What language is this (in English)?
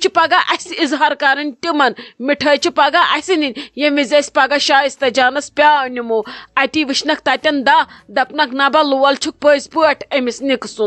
Kashmiri